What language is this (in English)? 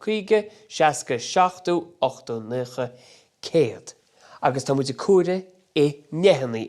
Irish